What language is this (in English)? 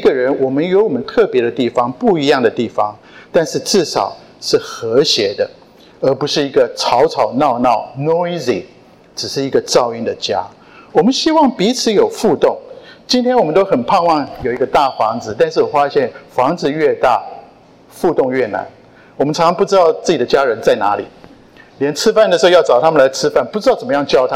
Chinese